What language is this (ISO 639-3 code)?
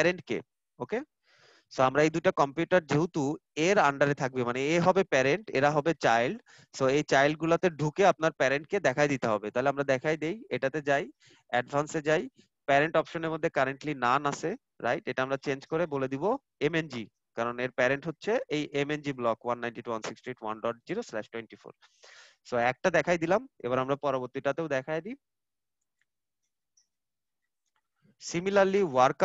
ben